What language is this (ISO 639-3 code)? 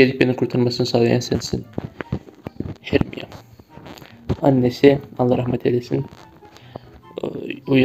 tur